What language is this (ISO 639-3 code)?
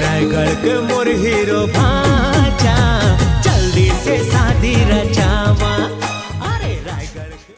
hne